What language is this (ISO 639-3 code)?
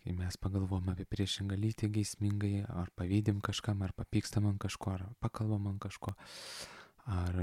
lit